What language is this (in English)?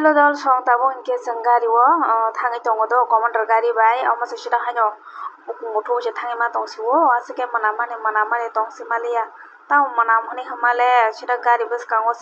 Kok Borok